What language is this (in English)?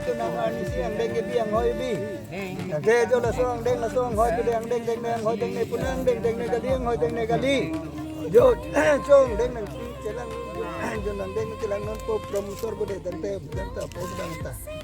Karbi